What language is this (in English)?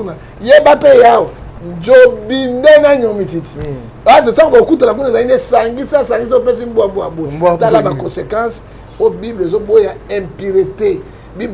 Lingala